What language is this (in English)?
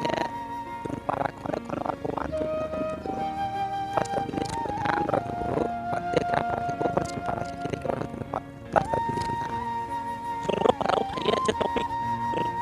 Riang (India)